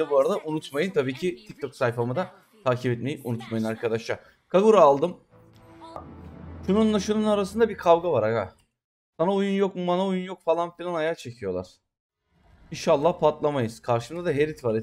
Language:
Turkish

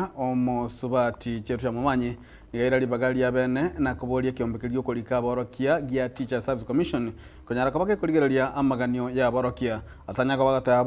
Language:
Gusii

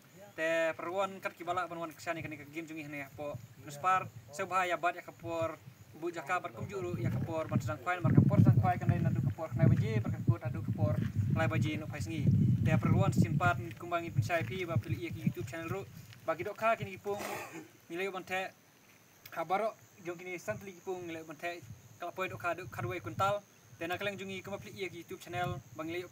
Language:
Khasi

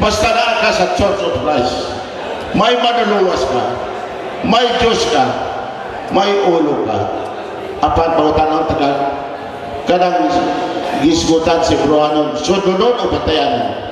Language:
Cebuano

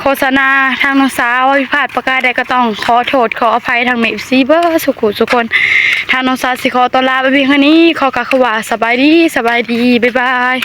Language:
Northeastern Thai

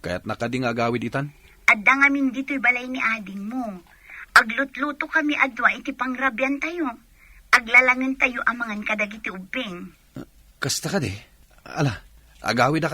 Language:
Iloko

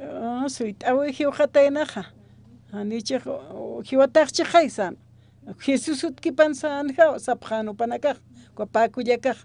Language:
Aymara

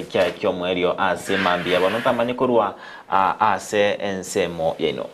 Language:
Gusii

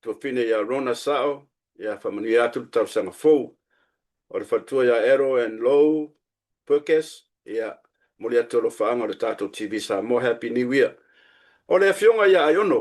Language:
Samoan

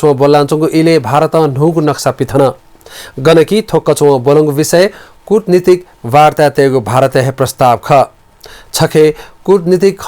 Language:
Newari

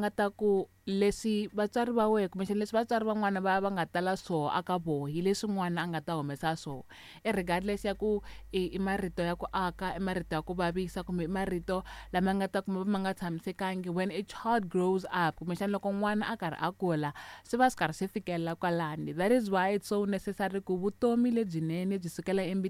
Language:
Tsonga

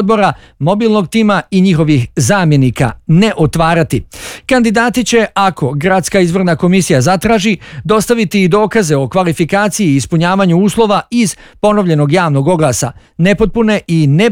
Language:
Bosnian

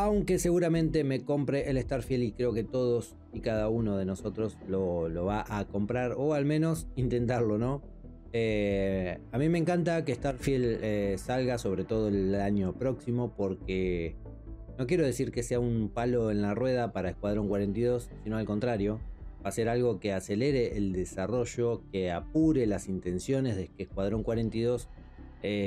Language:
Spanish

